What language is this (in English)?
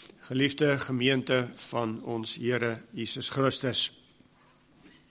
Afrikaans